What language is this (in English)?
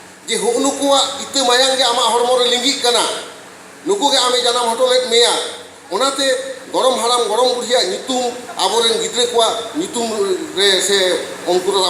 Santali